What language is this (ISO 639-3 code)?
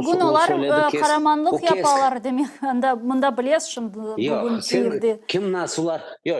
crh